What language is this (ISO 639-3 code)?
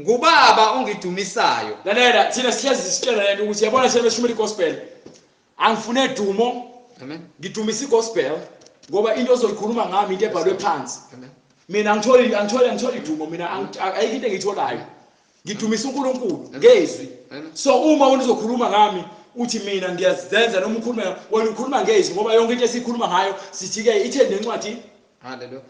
zul